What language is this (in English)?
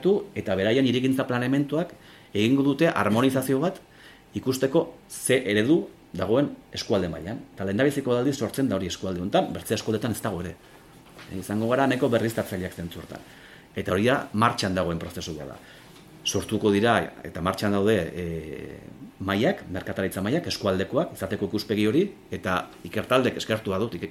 Basque